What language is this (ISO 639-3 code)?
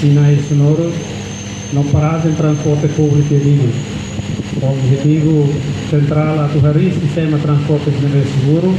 tet